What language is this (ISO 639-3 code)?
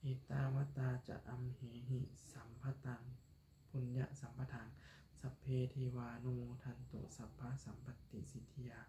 lao